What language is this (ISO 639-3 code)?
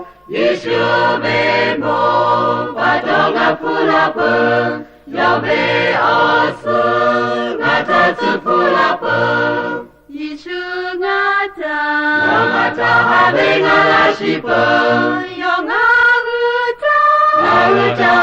lhu